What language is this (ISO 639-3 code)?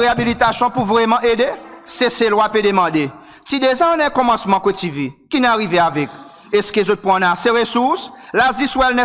crs